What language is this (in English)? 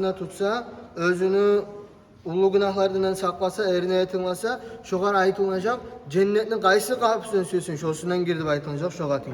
Kumyk